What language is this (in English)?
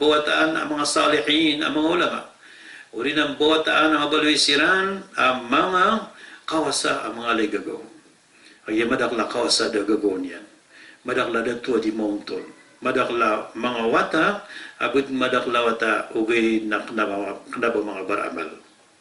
Maranao